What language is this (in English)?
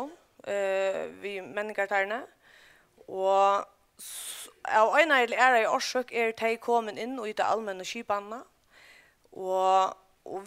Faroese